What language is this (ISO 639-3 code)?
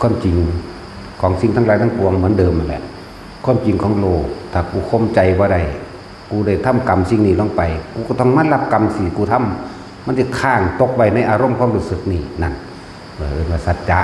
tts